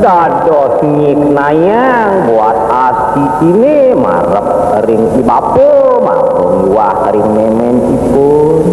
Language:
Balinese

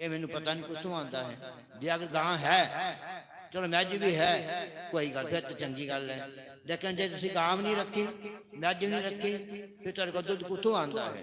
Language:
Dogri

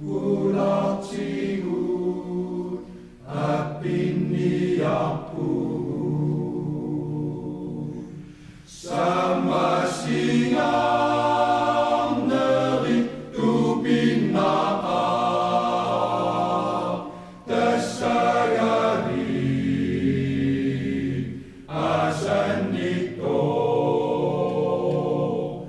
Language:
Kalaallisut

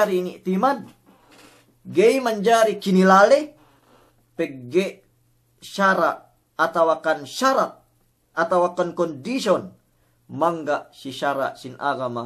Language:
Yakan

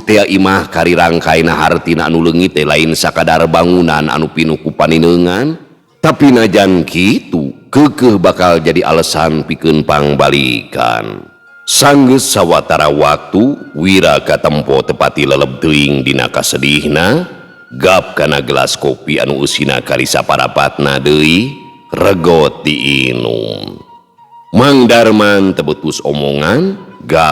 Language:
Sundanese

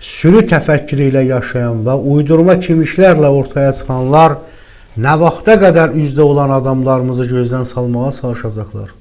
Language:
Azerbaijani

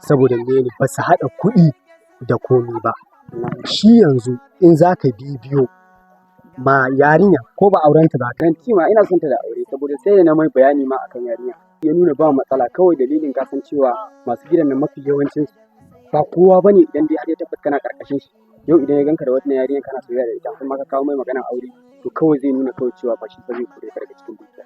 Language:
Hausa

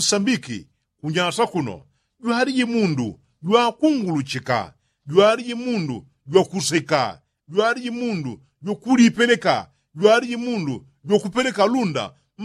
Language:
Yao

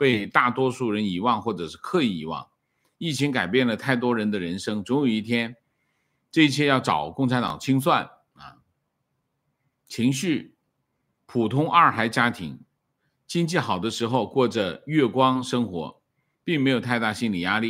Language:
Chinese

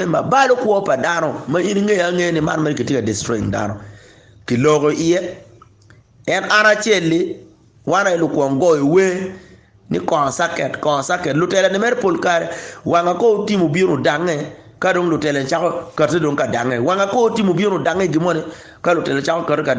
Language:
Acoli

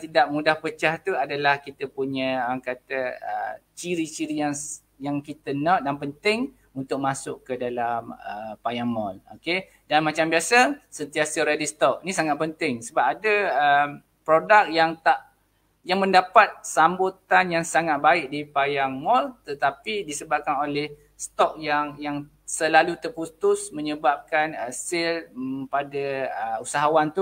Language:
Malay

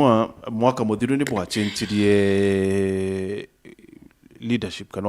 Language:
Meru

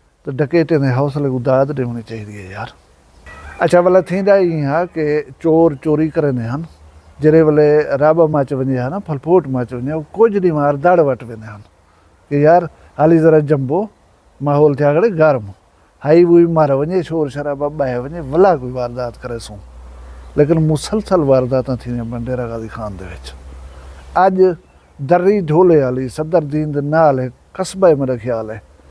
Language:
Saraiki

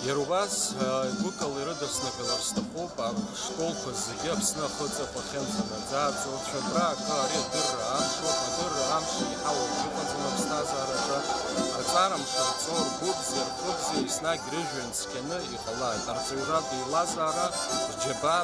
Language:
Abkhazian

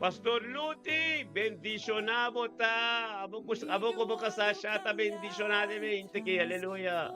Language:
Papiamento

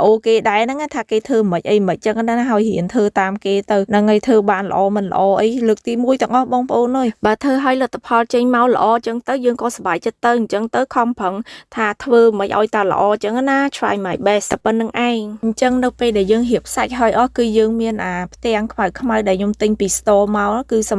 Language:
Khmer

